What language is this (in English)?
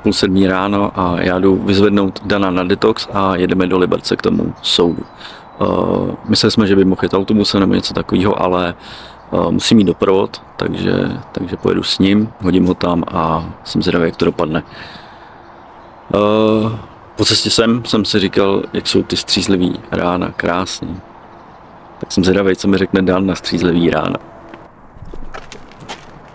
Czech